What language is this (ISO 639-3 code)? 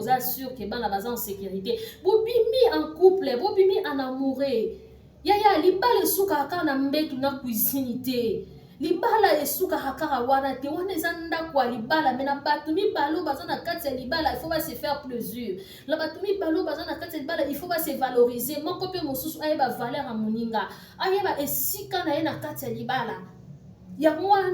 lin